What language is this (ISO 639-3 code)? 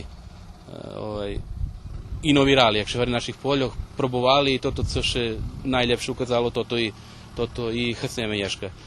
rue